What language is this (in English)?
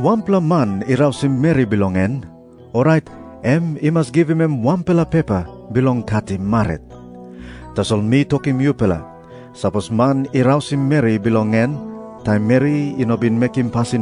Tok Pisin